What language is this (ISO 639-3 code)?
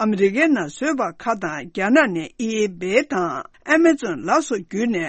bod